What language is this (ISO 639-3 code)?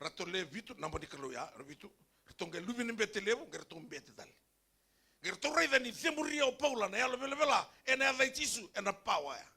fij